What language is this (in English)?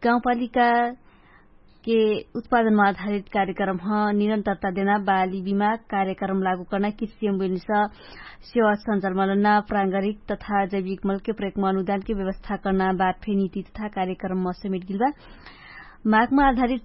Dangaura Tharu